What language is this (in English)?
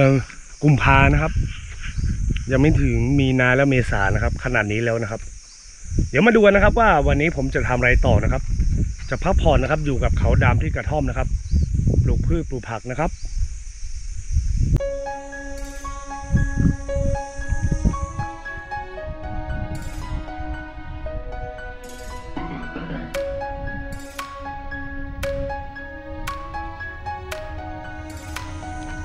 Thai